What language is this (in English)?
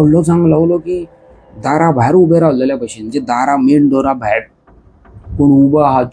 Konkani